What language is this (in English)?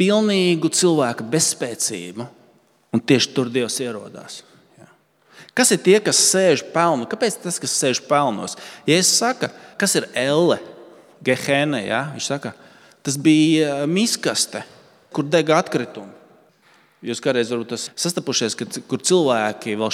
Latvian